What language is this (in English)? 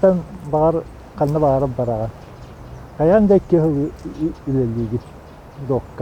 Yakut